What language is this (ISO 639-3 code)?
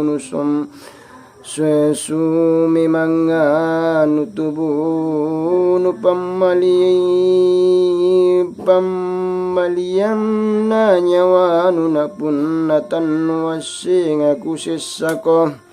mak